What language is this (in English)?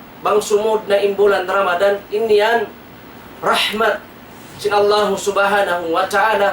Tausug